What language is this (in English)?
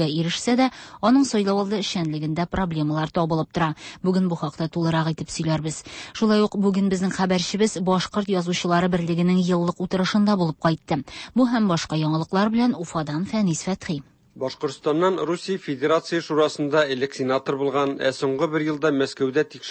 Tatar